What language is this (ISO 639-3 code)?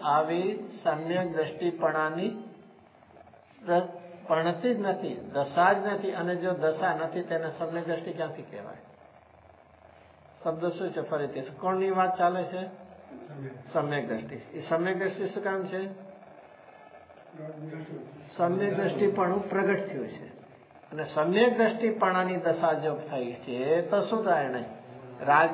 guj